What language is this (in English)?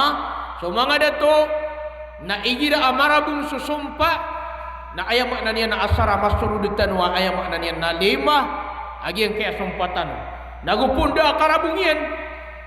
Maranao